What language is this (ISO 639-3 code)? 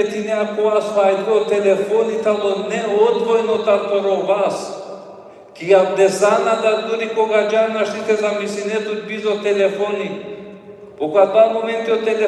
rmn